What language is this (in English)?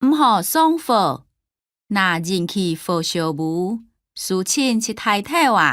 Hakka Chinese